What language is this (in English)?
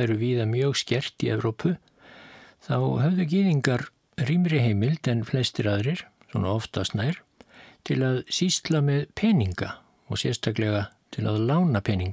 Icelandic